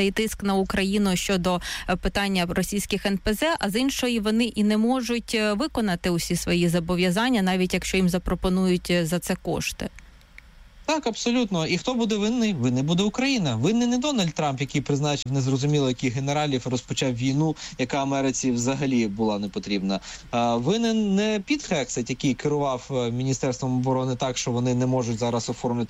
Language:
Ukrainian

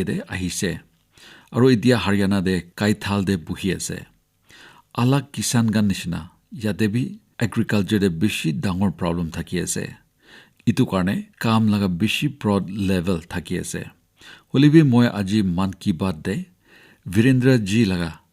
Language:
Naga Pidgin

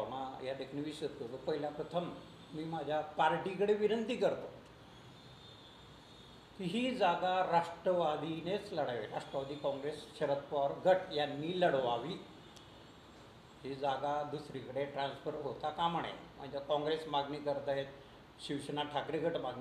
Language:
Marathi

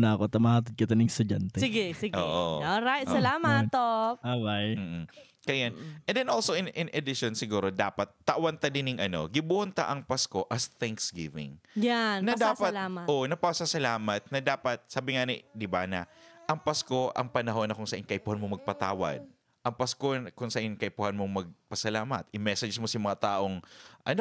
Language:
Bikol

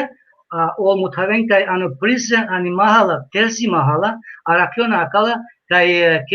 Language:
Balkan Romani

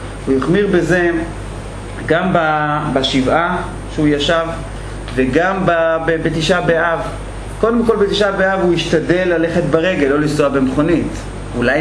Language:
Hebrew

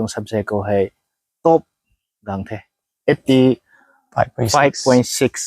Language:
Rongmei Naga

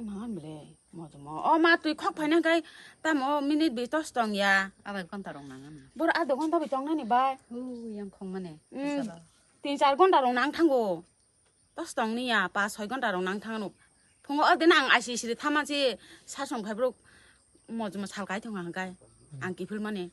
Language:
Kok Borok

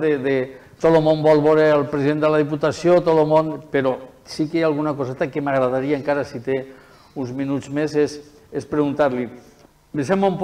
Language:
Catalan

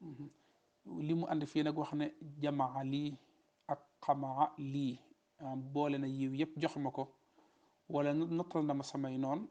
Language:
Wolof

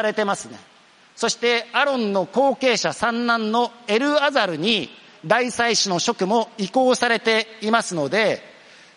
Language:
Japanese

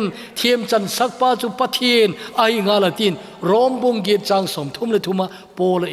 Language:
Thado Chin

